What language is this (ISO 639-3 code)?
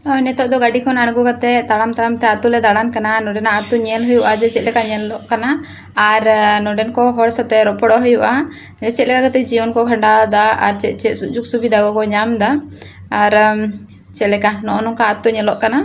sat